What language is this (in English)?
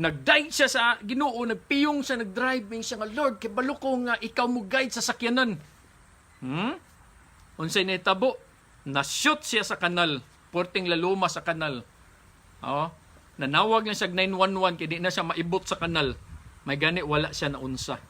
Cebuano